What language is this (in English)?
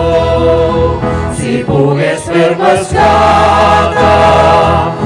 Catalan